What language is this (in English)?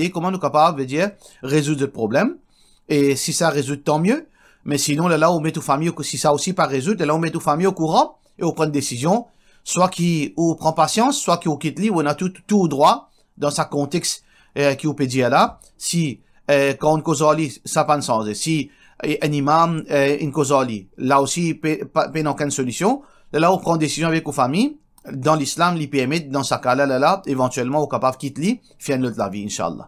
Morisyen